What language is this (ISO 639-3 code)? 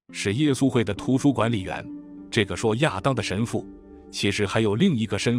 zho